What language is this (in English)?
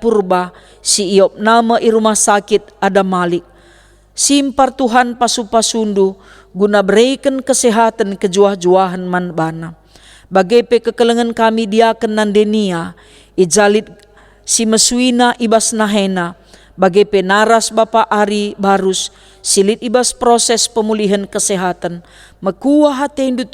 Batak Karo